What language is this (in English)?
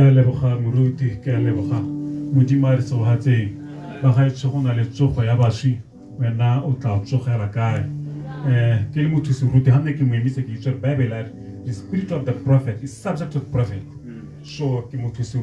Tswana